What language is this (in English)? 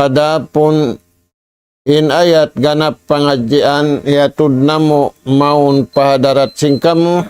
Tausug